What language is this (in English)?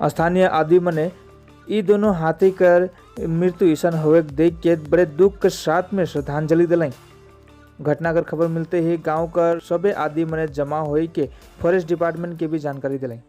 Sadri